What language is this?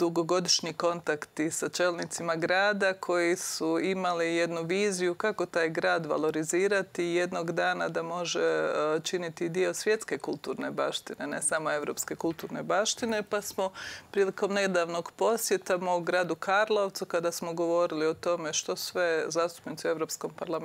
Croatian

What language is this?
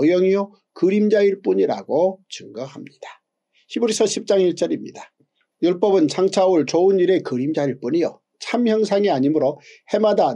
Korean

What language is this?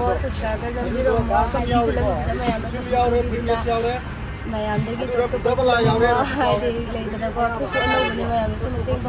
Manipuri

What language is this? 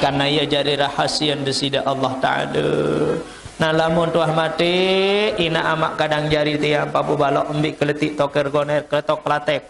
Sasak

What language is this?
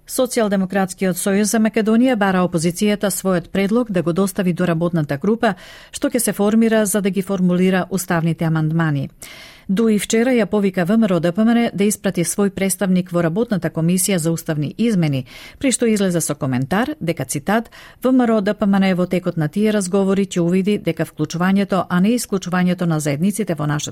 Macedonian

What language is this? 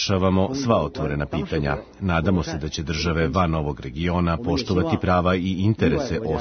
Serbian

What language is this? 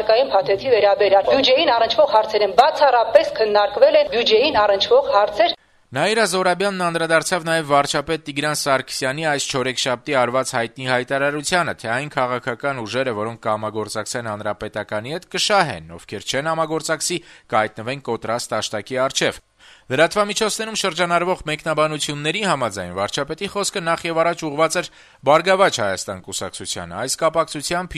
Armenian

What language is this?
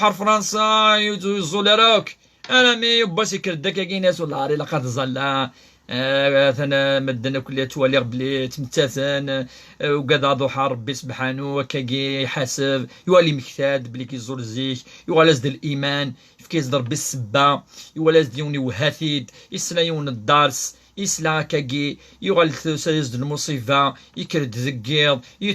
Kabyle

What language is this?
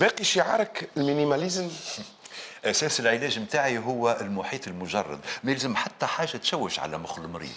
Tunisian Arabic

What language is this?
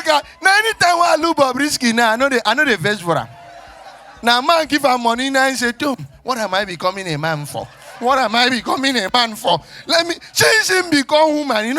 Nigerian Pidgin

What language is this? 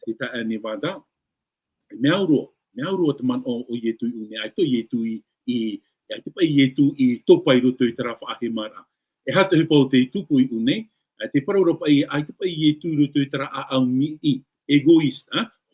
Tahitian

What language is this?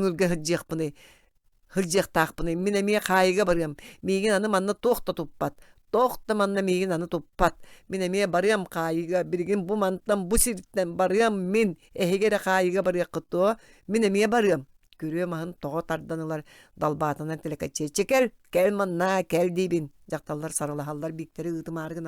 Yakut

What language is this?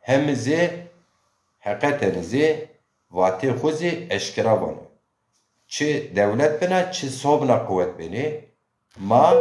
Zaza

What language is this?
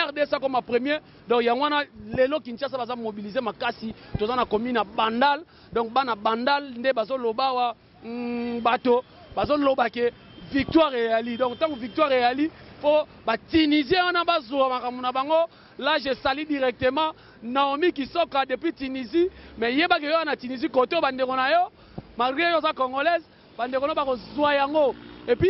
Lingala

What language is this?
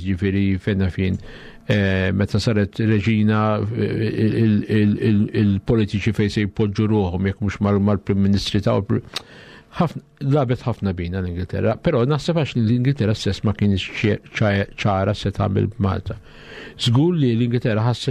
Maltese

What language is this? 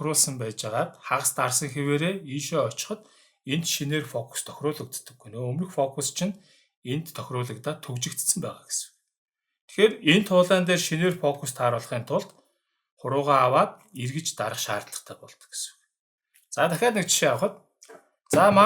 Mongolian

